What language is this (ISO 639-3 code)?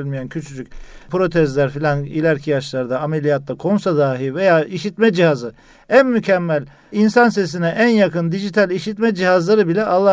tur